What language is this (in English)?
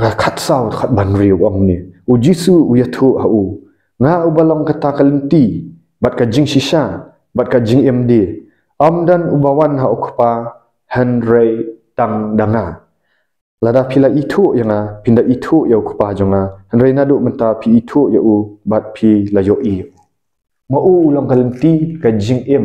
Khasi